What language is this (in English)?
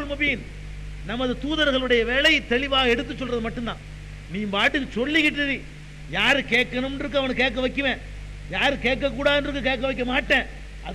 Tamil